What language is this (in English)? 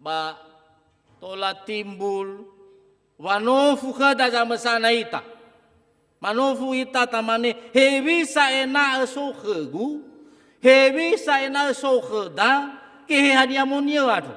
Nias